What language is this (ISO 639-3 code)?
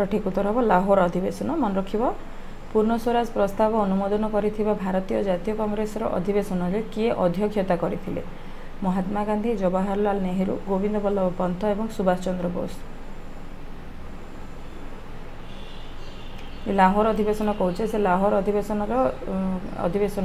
ori